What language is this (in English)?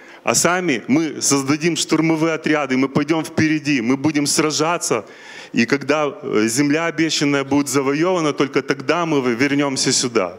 Russian